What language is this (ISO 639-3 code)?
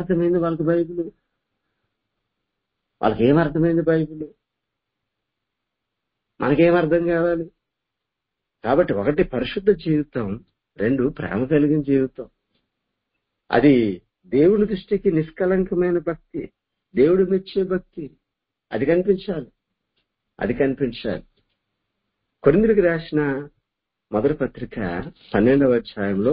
tel